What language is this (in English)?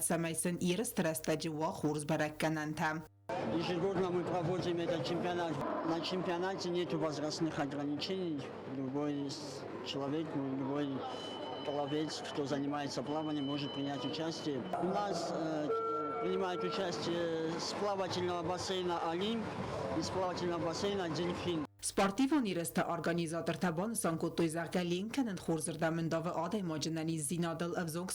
Ossetic